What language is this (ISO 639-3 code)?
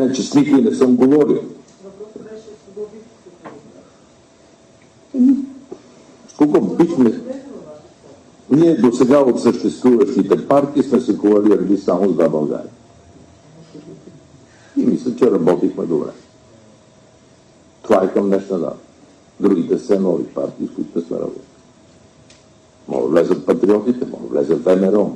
bul